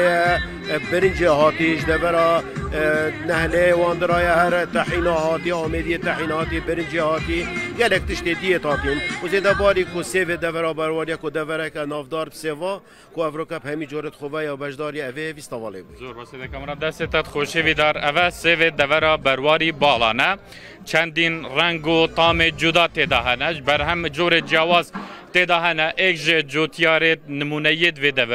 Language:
Kurdish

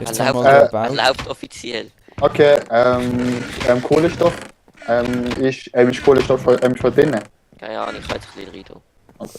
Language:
Swiss German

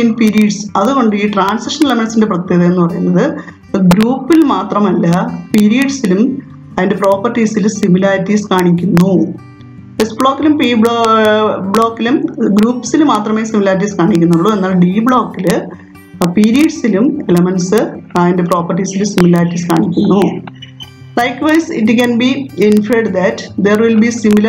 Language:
Malayalam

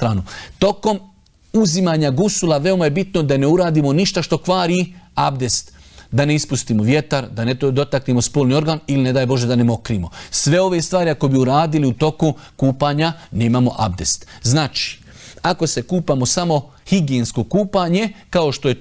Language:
Bosnian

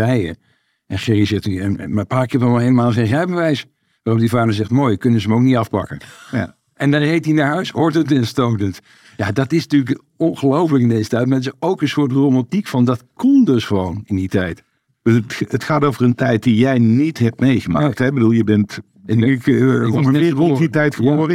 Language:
Dutch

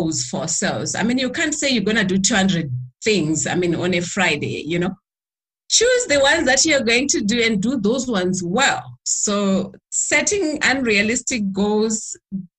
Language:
English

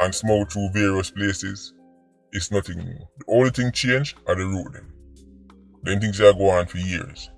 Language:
Jamaican Creole English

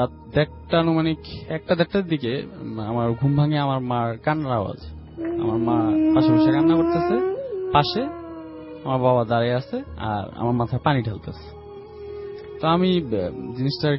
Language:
Bangla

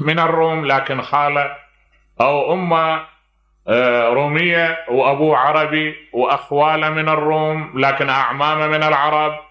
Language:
Mesopotamian Arabic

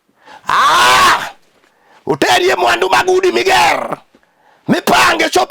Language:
Luo (Kenya and Tanzania)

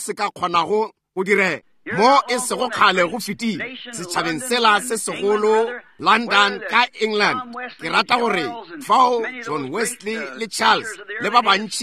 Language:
Northern Sotho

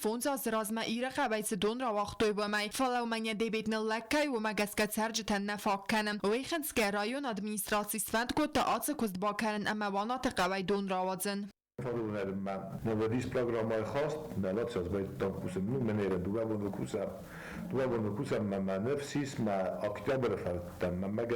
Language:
Ossetic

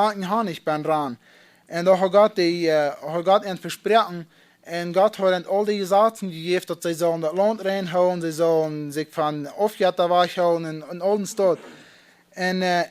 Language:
Plautdietsch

